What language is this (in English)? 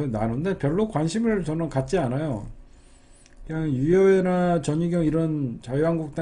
Korean